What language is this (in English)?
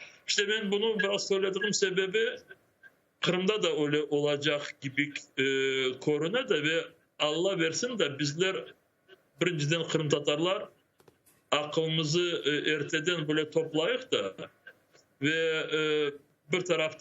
Crimean Tatar